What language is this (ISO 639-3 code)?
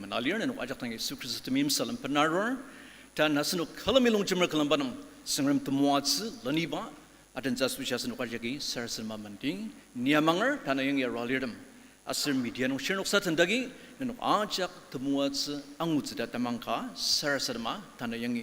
njo